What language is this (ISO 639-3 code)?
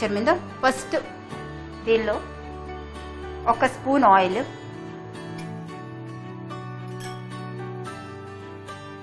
tel